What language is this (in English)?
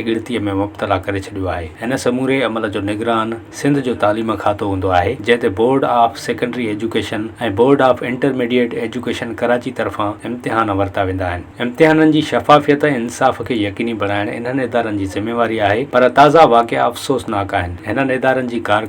Sindhi